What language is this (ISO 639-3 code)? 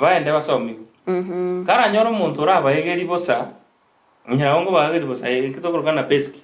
guz